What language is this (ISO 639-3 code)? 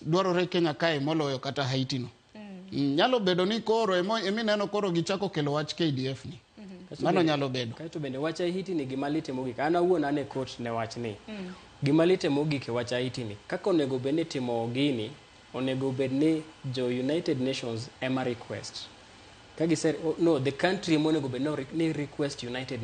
luo